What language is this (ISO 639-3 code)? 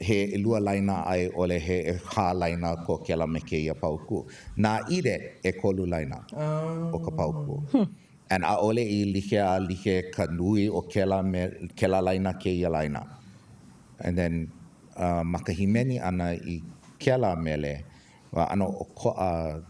haw